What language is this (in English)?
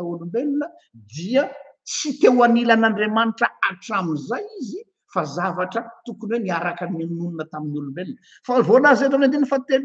Malagasy